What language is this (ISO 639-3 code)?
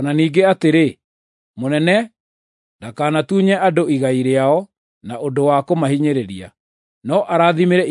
kik